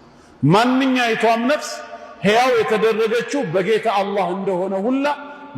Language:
Amharic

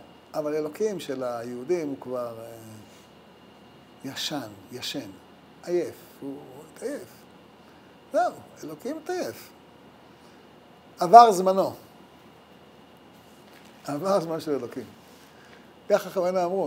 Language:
Hebrew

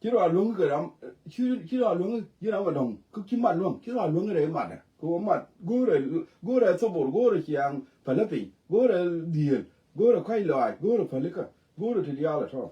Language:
Nuer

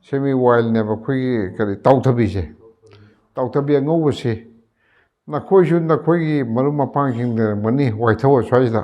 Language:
Manipuri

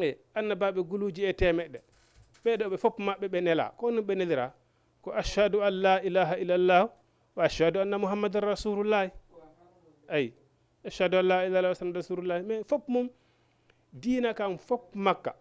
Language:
Fula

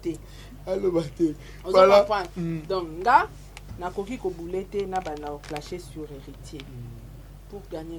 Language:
Lingala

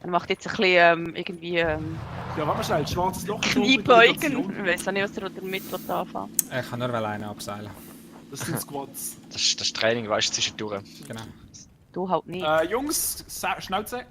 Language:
Swiss German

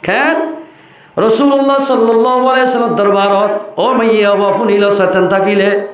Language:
Rohingya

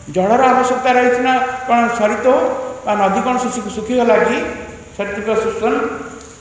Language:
Odia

